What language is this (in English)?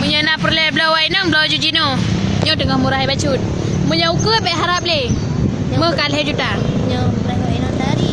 Achinese